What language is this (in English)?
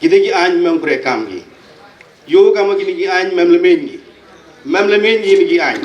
Pnar